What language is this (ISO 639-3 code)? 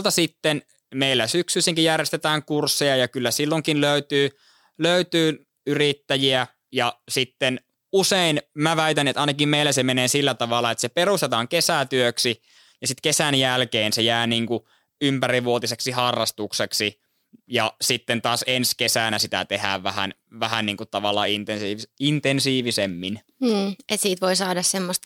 fin